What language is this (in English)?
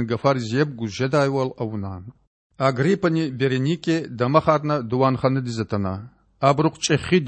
Lezghian